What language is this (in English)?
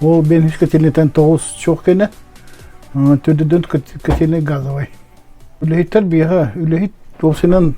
Yakut